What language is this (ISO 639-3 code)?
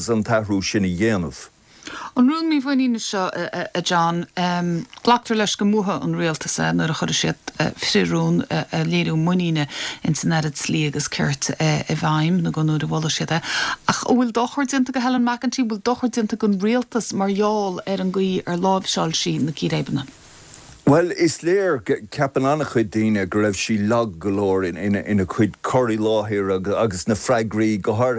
gle